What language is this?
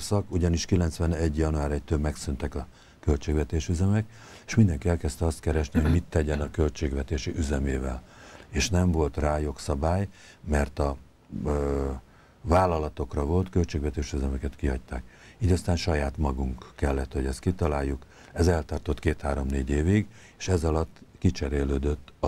Hungarian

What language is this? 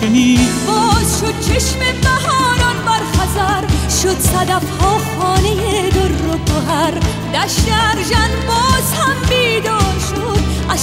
Persian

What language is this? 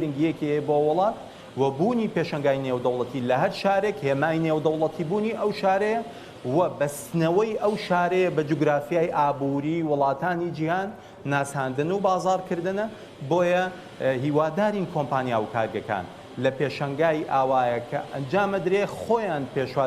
Central Kurdish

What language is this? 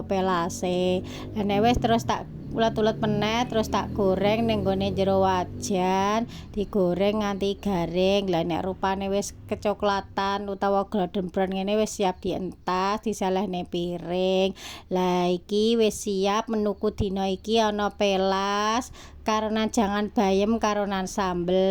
Javanese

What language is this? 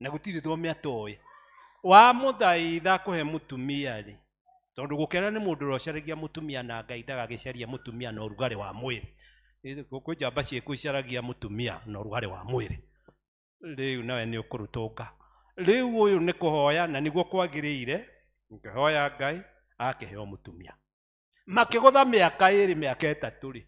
Kikuyu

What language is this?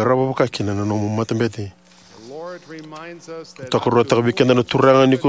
Fijian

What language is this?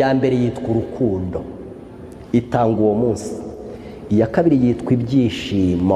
Kinyarwanda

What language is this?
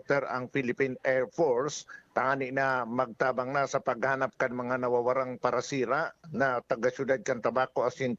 Bikol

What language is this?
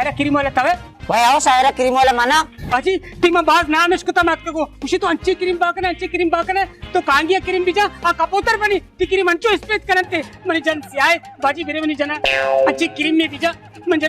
Baluchi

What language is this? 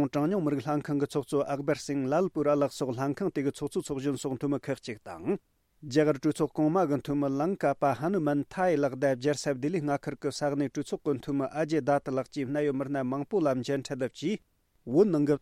Tibetan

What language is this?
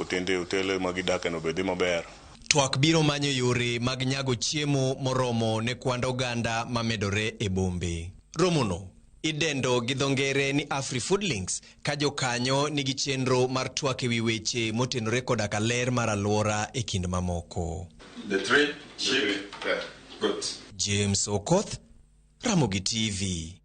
Luo (Kenya and Tanzania)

